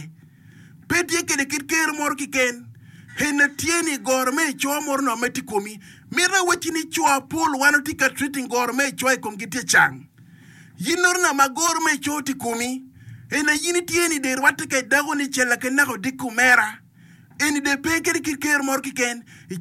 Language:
Acoli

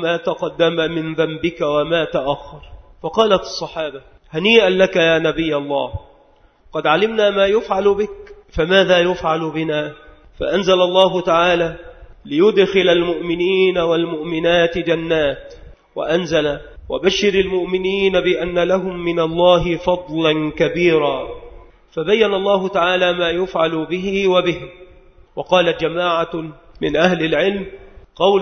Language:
Arabic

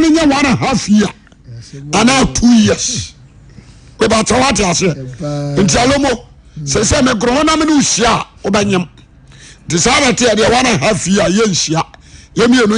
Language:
Akan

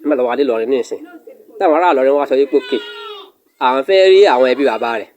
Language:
Yoruba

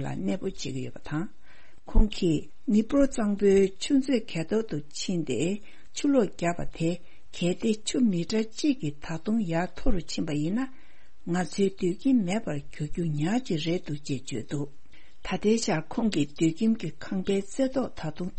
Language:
Tibetan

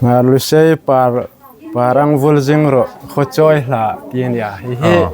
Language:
Hmar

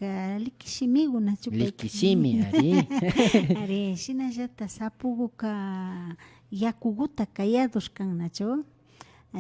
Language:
Imbabura Highland Quichua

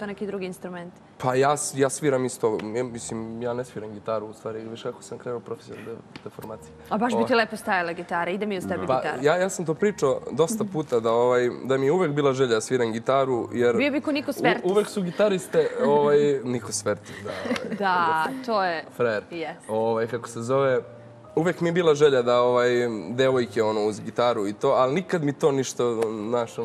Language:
Serbian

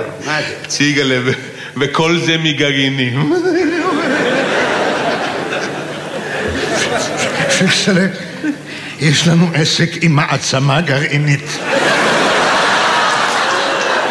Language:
Hebrew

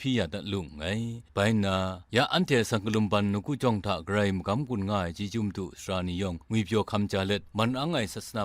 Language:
Kachin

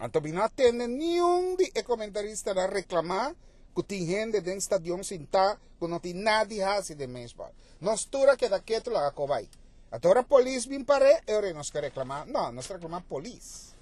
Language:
Papiamento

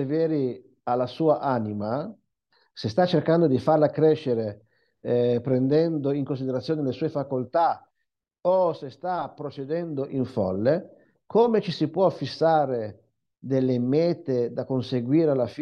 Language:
Italian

